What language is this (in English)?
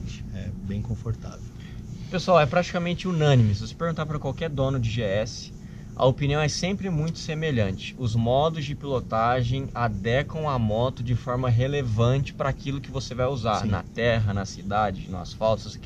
Portuguese